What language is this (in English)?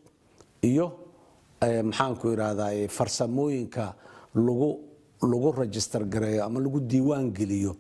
Somali